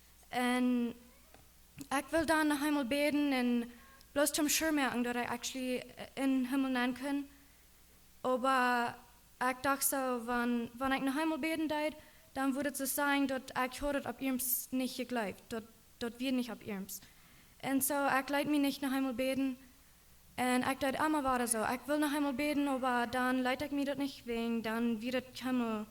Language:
Plautdietsch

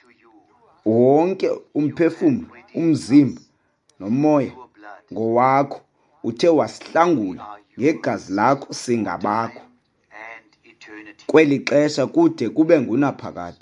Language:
Xhosa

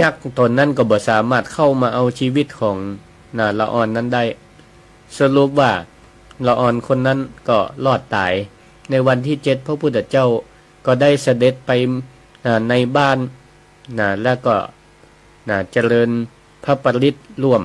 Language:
Northern Thai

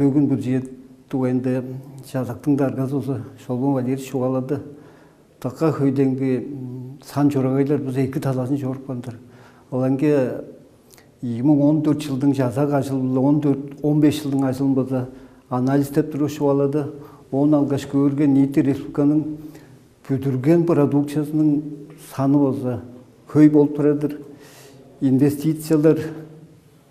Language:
Tuvinian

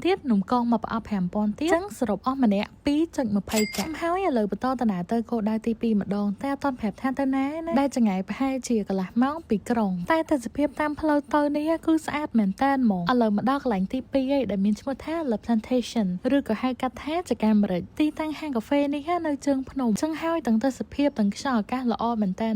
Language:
Khmer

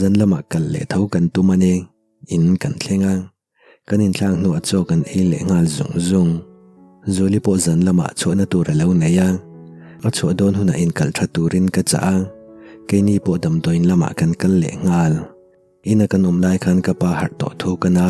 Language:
Mizo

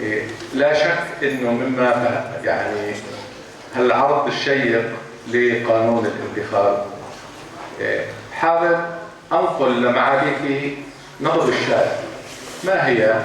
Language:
North Levantine Arabic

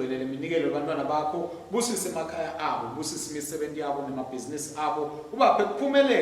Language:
Swati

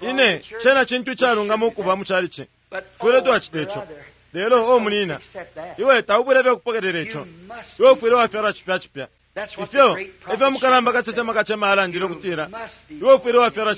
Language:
Bemba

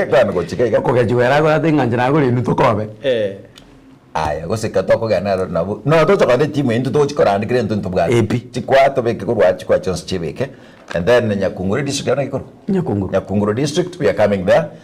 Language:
Gusii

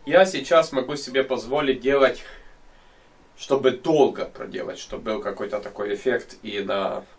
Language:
Russian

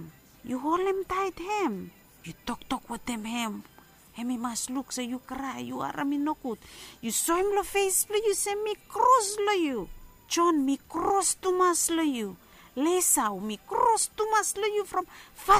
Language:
Bislama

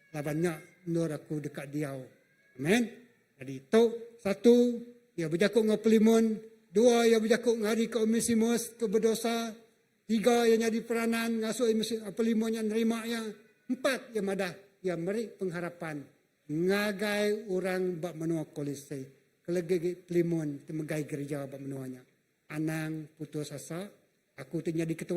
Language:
Iban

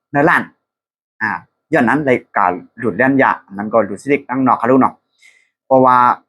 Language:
Shan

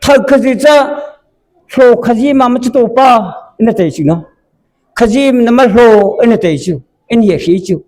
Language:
Mara Chin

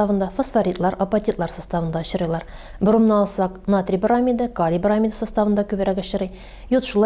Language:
Tatar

